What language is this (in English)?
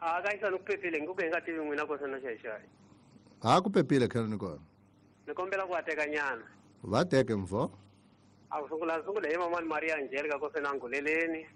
Tsonga